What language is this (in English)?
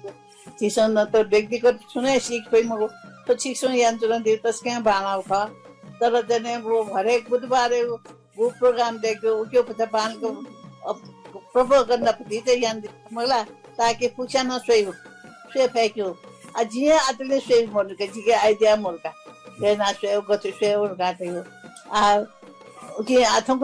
Newari